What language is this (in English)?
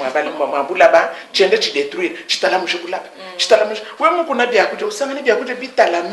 Luba-Lulua